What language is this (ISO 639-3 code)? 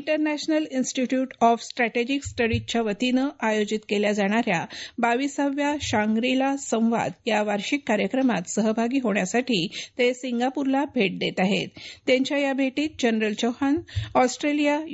mar